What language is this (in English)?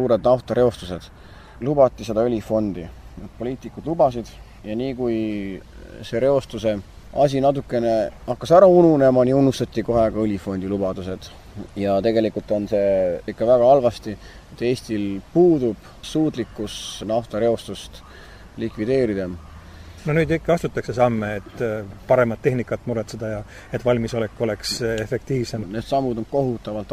Estonian